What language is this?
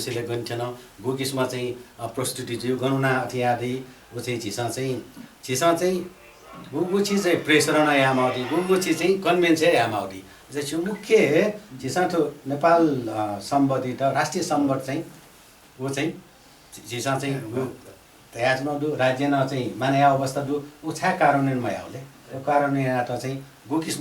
Newari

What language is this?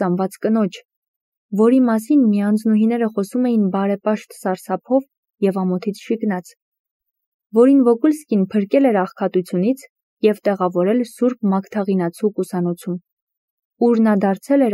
Armenian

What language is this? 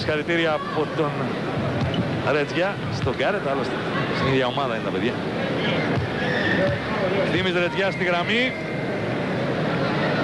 Greek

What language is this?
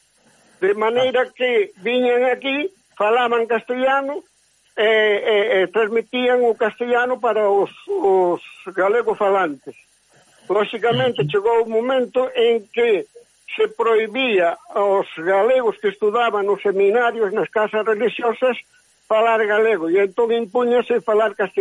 Galician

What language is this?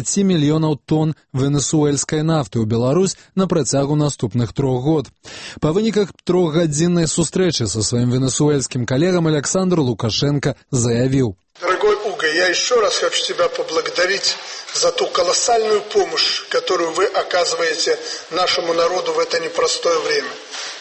Belarusian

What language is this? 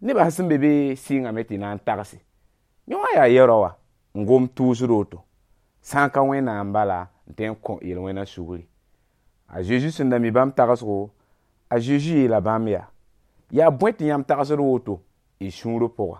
Mossi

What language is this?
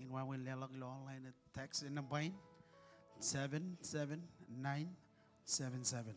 Marshallese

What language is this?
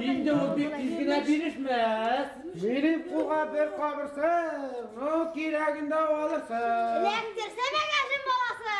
Bashkir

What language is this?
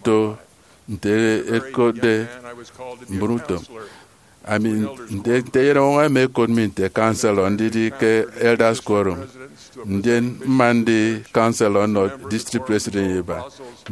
Efik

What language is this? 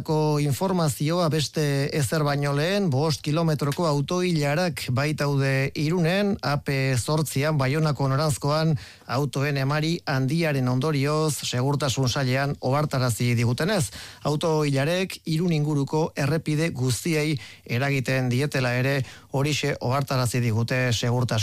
Basque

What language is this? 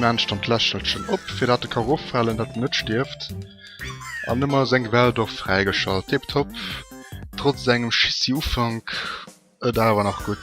Luxembourgish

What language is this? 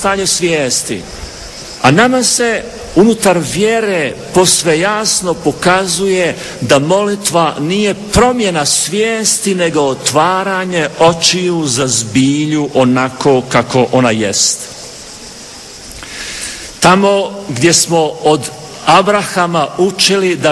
Croatian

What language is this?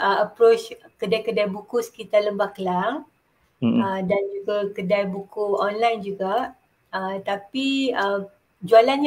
Malay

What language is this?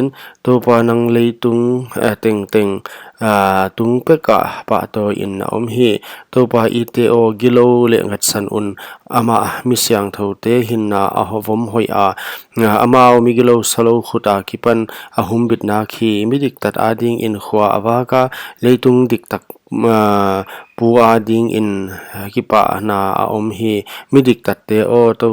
Paite Chin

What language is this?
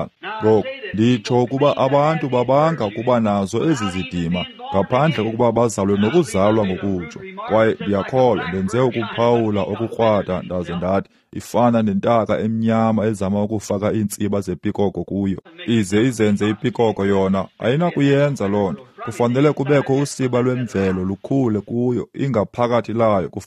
Xhosa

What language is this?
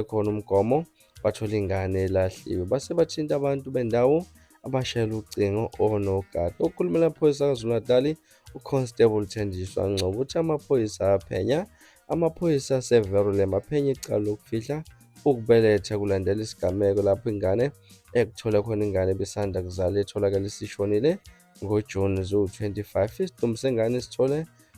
Zulu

